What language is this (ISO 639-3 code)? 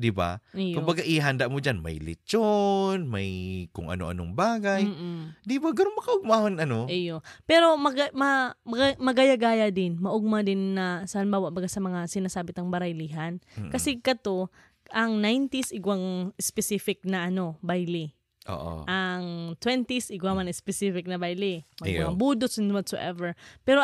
bik